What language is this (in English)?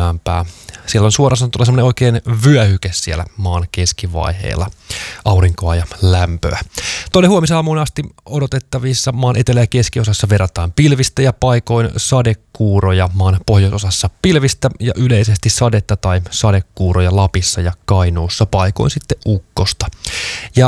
Finnish